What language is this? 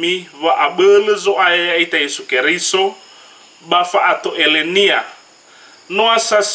Nias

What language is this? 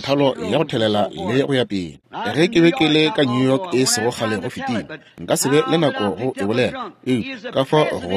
Northern Sotho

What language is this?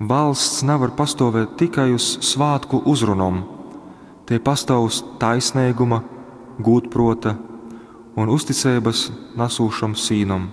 Latgalian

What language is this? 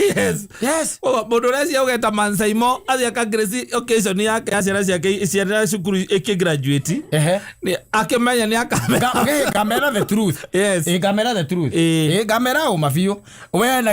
Kikuyu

